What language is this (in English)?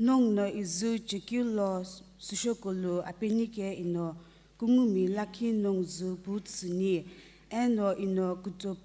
Sumi Naga